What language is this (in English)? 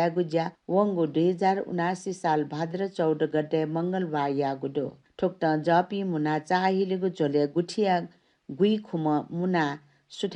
Newari